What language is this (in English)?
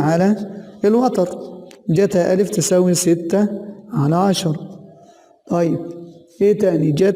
Egyptian Arabic